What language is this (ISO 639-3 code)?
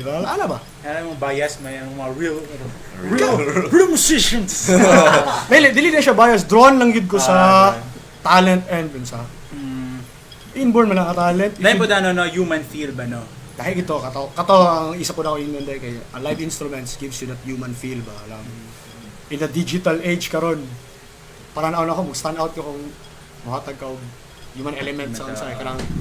ceb